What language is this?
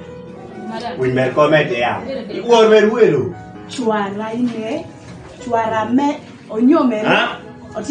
Kumam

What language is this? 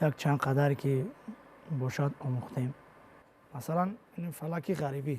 Tajik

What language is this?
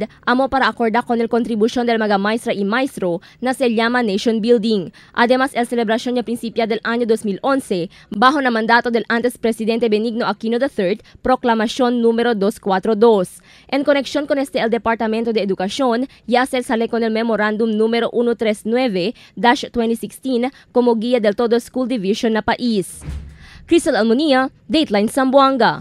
Chavacano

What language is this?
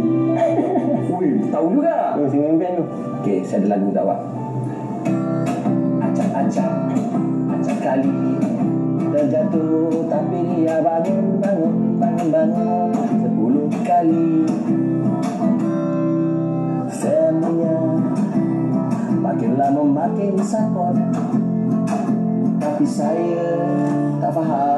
Malay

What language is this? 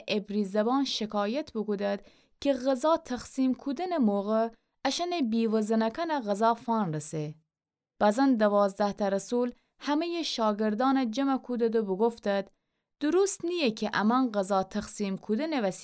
Gilaki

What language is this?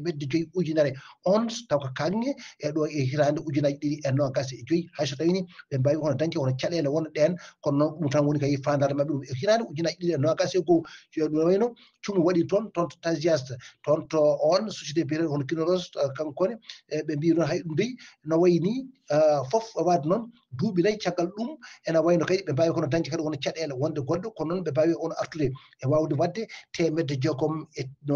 Fula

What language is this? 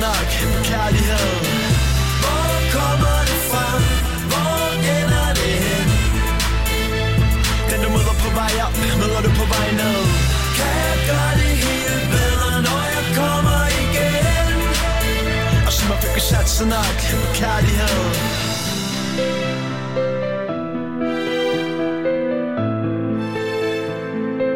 Danish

